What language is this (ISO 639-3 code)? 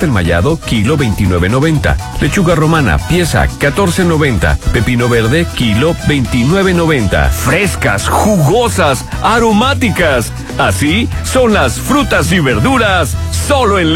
spa